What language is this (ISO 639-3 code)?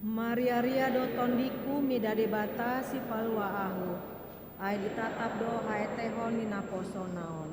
bbc